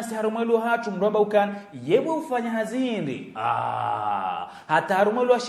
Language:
Ngazidja Comorian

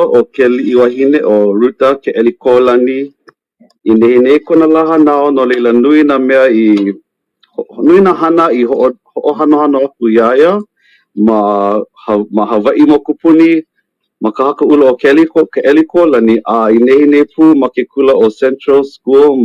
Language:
Hawaiian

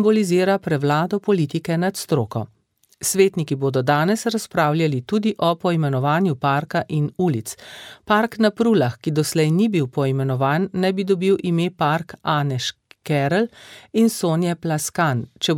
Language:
Slovenian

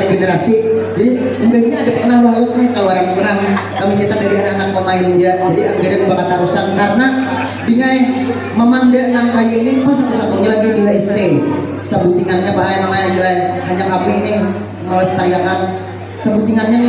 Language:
Banjar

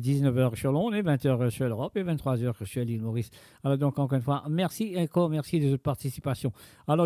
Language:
Morisyen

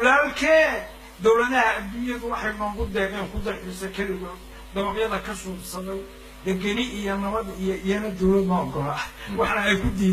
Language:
Somali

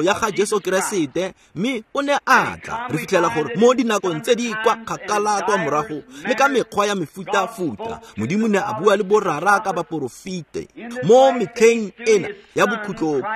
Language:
Tswana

